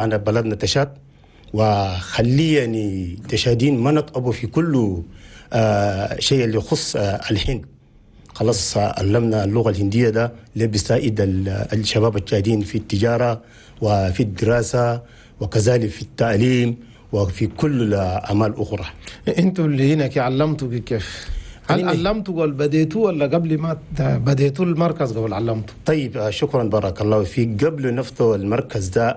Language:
Chadian Arabic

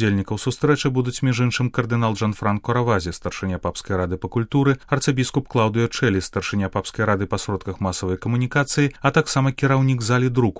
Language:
Belarusian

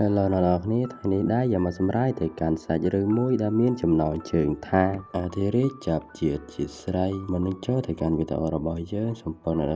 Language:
Khmer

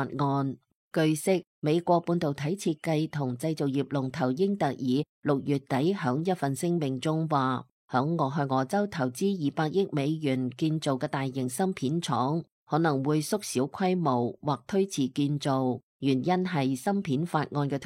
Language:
Cantonese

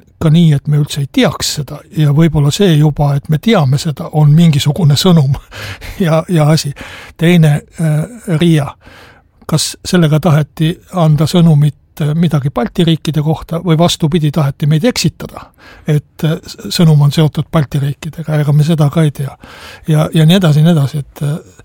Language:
Estonian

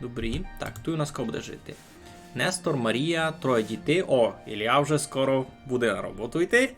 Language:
Rusyn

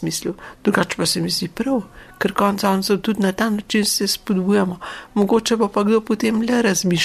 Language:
Slovenian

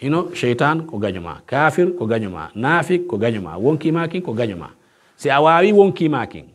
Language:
Pular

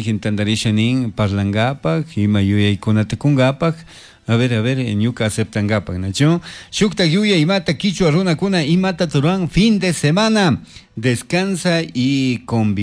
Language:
Chimborazo Highland Quichua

